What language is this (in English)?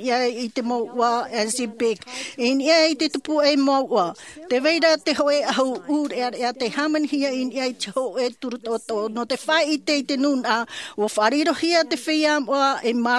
Tahitian